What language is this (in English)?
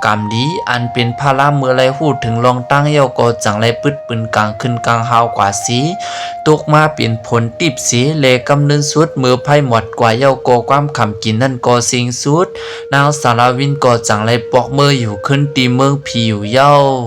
Lao